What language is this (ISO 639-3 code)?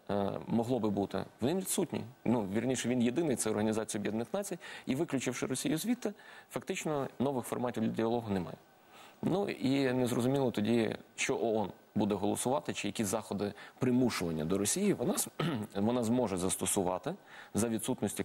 ukr